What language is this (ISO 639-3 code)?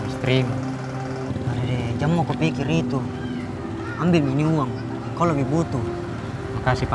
mfp